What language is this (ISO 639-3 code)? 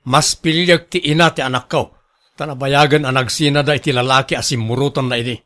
ilo